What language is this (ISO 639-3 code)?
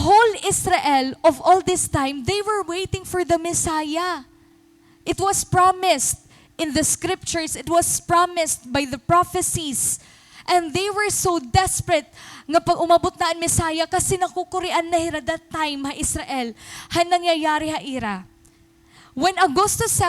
war